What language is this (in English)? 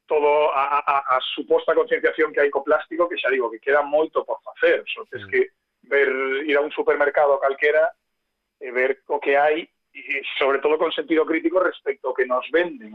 Galician